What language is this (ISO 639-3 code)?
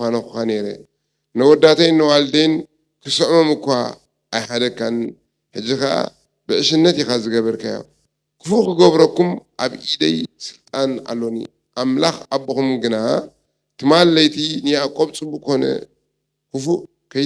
tir